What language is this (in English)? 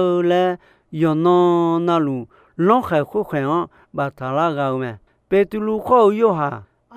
Akha